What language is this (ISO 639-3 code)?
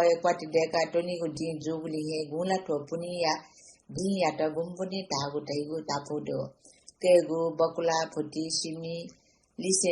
new